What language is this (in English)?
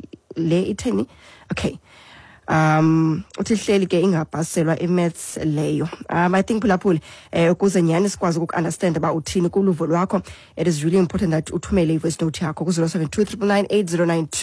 Xhosa